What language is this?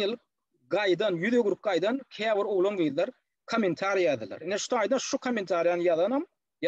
Turkmen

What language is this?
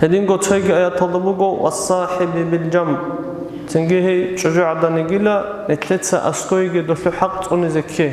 Avaric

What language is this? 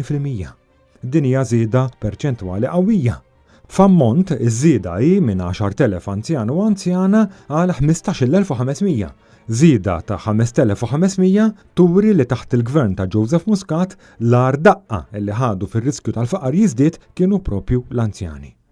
Maltese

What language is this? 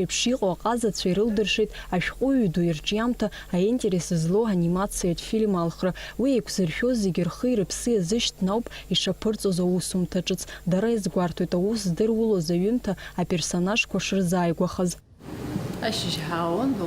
Abkhazian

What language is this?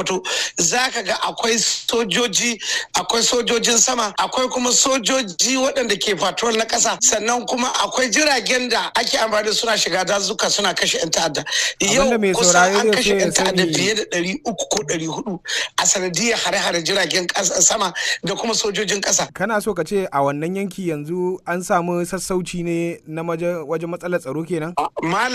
Hausa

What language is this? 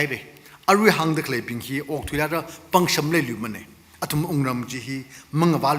Tangkhul Naga (India)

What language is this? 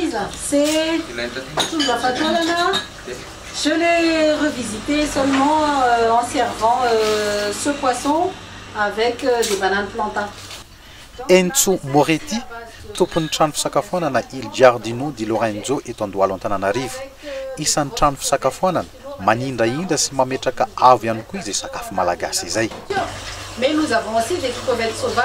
Malagasy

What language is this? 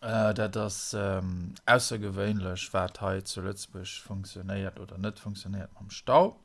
Luxembourgish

